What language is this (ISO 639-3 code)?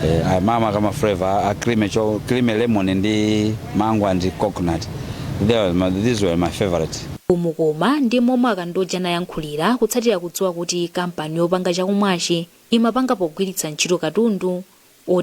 nya